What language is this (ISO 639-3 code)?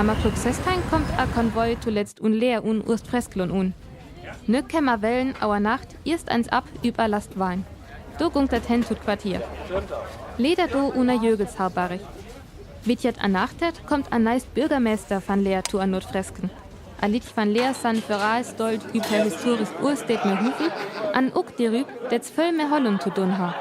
frr